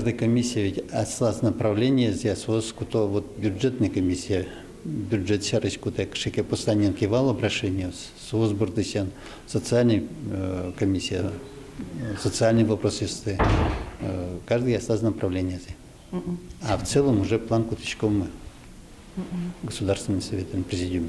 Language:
Udmurt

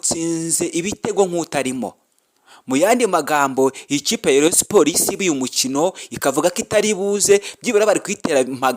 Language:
Kinyarwanda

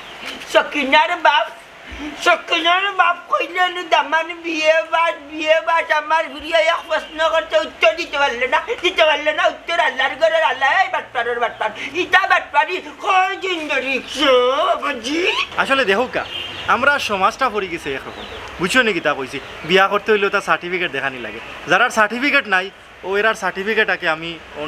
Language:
Sylheti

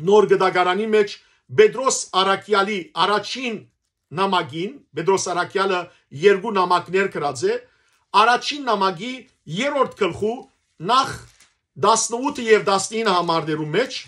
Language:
Western Armenian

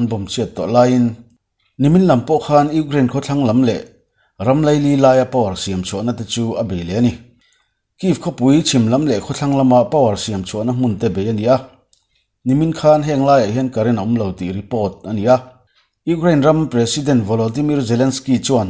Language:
Mizo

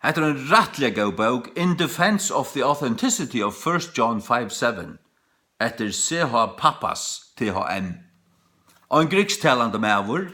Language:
Faroese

